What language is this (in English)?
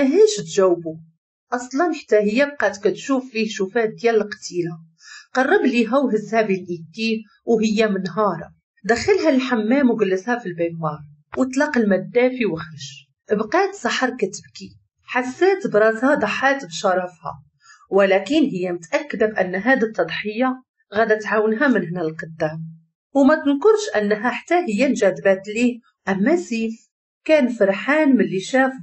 Moroccan Arabic